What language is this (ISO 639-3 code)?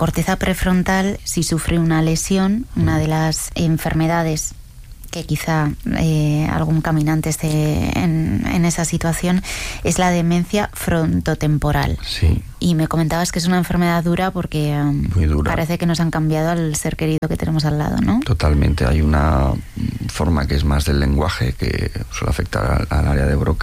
spa